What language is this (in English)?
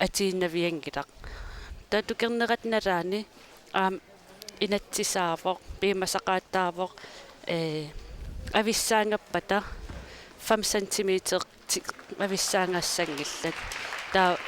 Kalaallisut